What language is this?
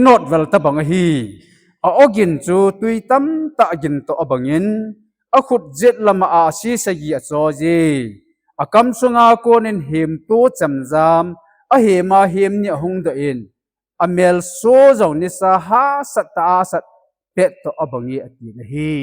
Thado Chin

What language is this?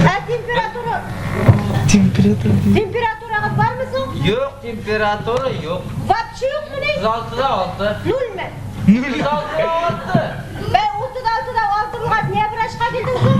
Bashkir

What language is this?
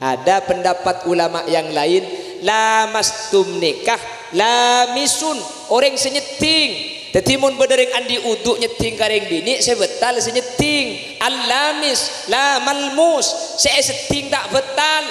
Madurese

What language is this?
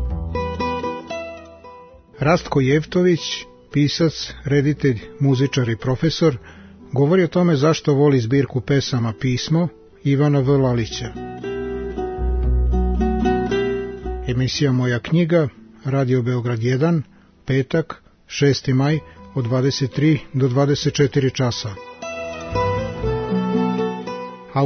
Serbian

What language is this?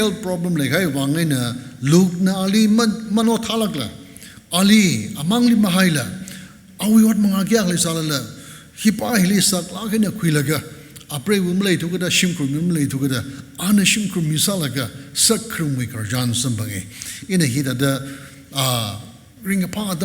Tangkhul Naga (India)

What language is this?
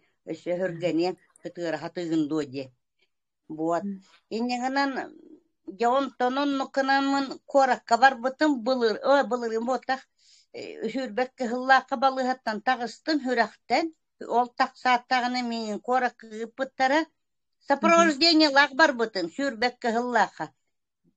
Yakut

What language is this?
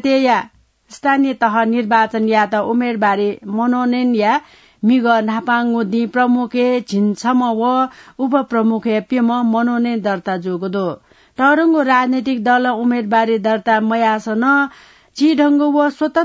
Newari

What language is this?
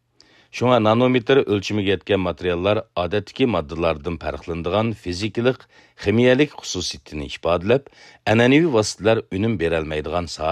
Uyghur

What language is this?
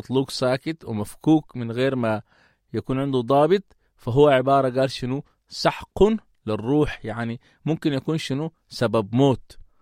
Sudanese Arabic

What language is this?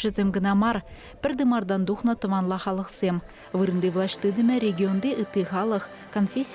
Chuvash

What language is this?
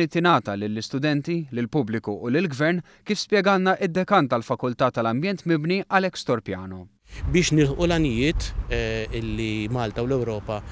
Maltese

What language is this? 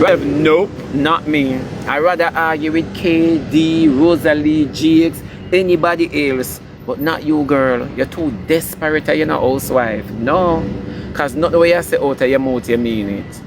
Jamaican Creole English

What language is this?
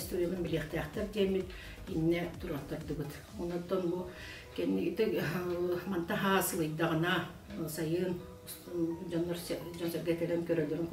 Yakut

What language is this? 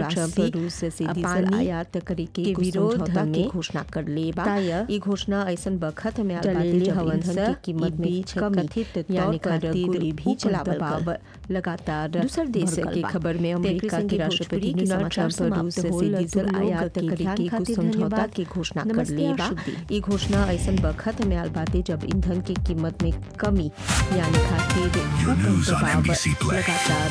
Bhojpuri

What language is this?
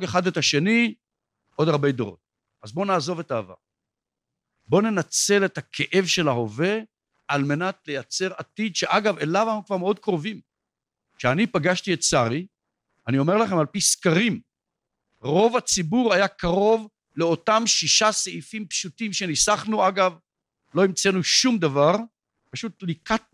Hebrew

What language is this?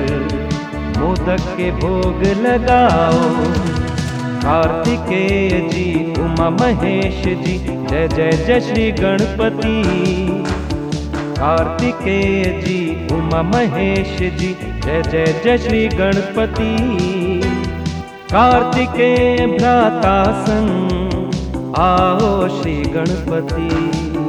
Hindi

